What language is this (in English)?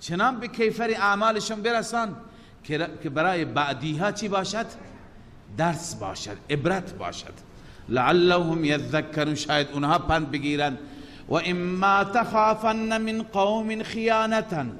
Persian